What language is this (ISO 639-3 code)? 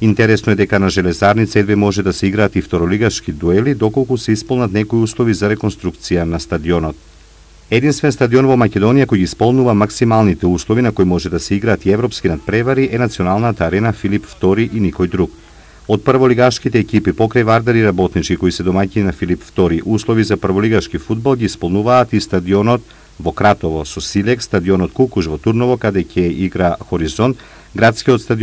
mkd